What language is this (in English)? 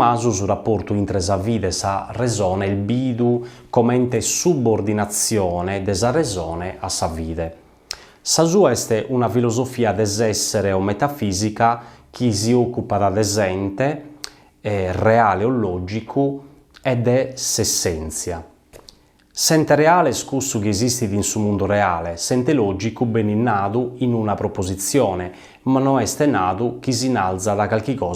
Sardinian